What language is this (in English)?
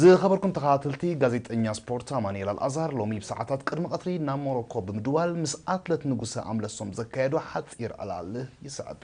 Tigrinya